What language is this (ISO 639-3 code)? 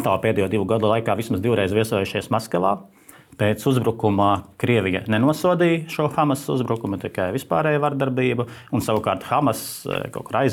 lav